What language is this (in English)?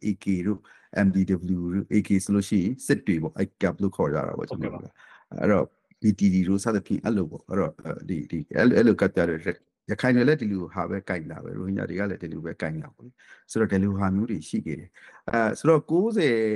Burmese